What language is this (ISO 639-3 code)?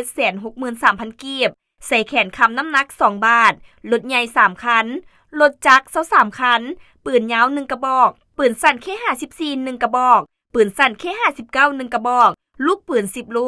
lao